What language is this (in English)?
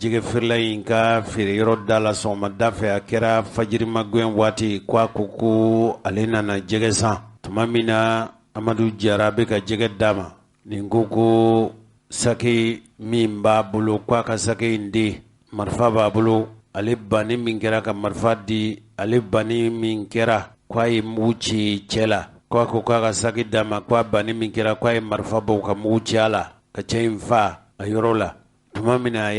Bambara